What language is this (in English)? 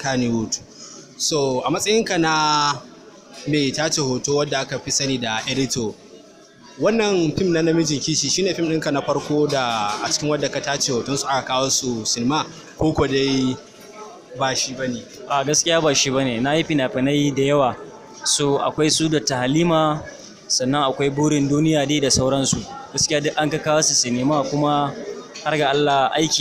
Hausa